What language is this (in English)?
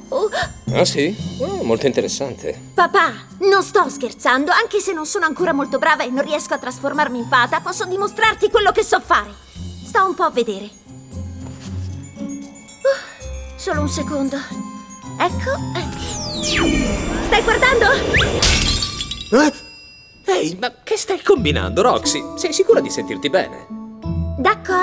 Italian